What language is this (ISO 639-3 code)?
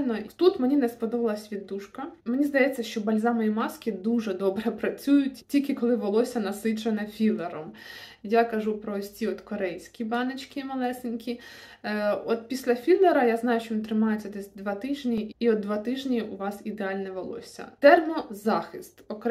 ukr